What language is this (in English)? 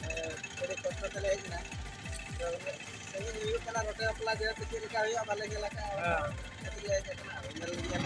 Santali